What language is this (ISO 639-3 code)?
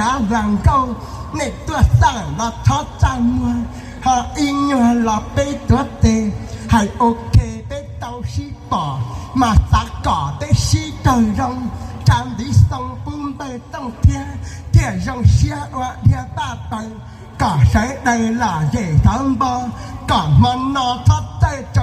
hmn